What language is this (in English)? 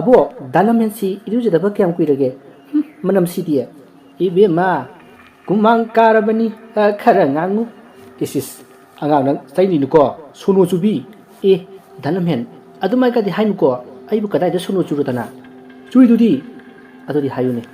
Manipuri